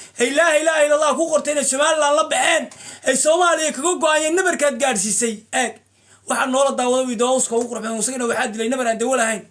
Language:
Somali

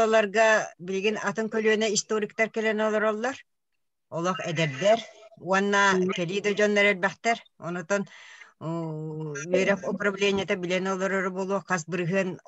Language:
Yakut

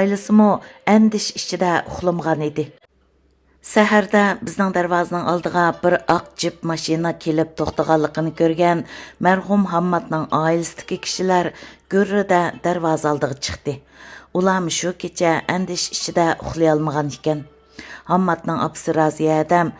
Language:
Uyghur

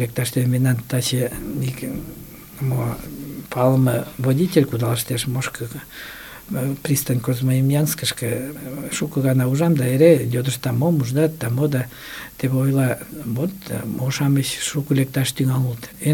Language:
Mari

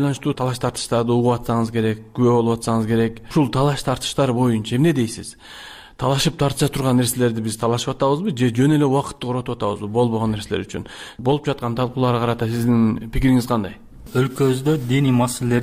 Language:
Kyrgyz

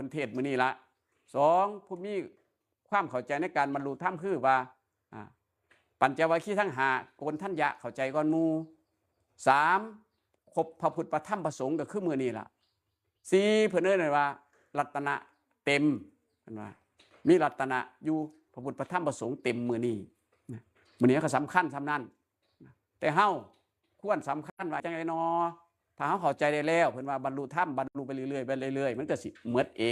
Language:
Northeastern Thai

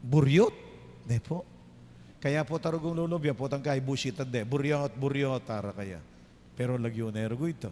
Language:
Pampanga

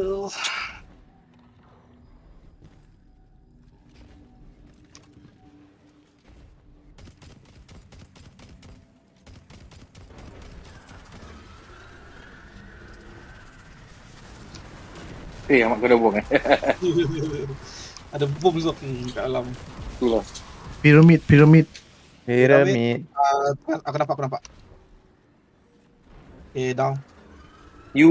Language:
Malay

